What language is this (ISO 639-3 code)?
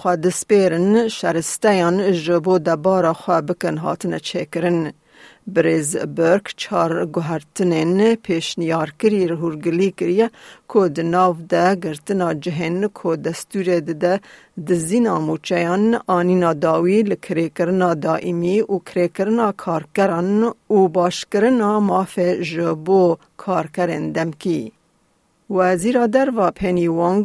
kur